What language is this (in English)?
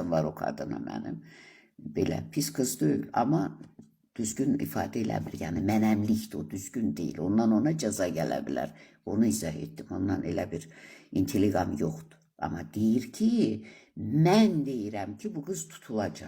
Azerbaijani